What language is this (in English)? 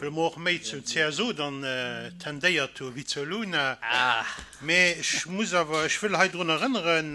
Luxembourgish